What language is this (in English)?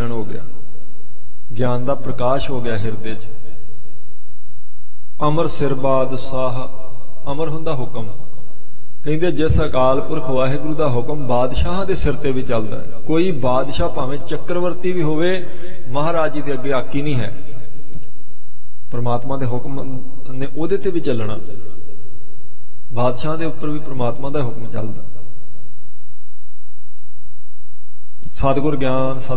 Punjabi